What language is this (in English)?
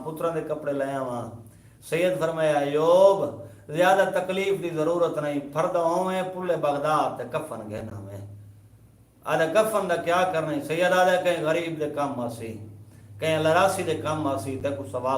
Saraiki